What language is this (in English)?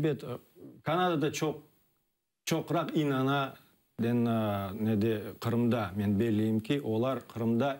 Crimean Tatar